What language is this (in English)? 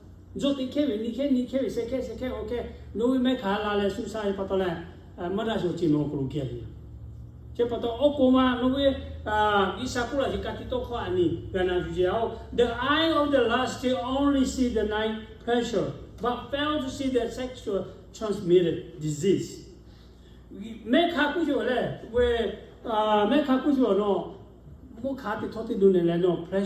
Lahu